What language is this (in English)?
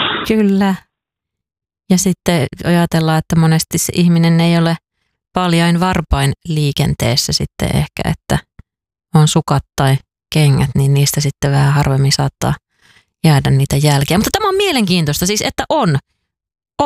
Finnish